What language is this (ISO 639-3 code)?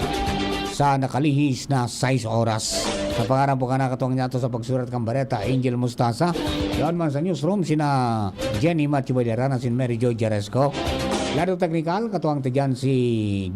bik